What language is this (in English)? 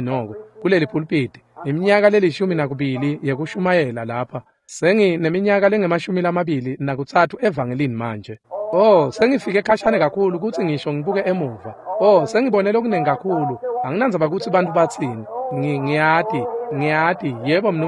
Swati